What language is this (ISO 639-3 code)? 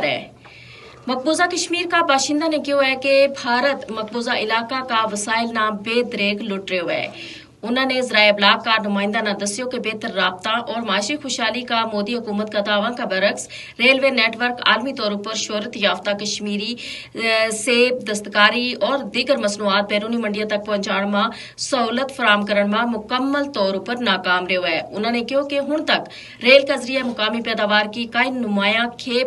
gju